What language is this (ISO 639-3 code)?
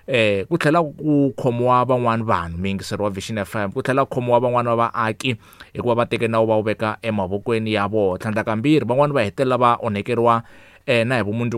tso